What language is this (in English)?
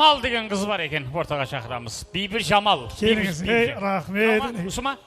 Kara-Kalpak